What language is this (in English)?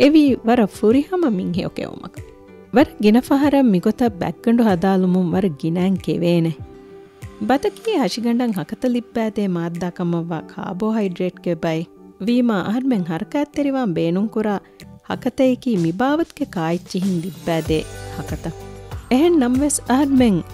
Divehi